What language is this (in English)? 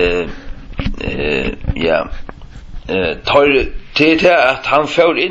Faroese